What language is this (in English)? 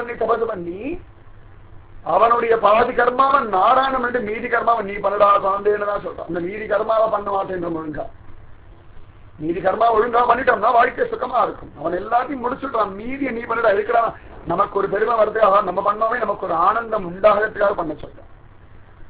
Tamil